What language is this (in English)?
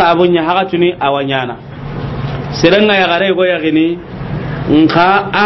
Soninke